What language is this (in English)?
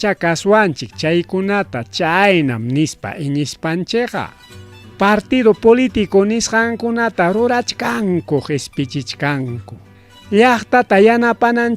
Ayacucho Quechua